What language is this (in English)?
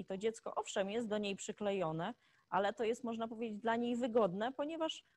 Polish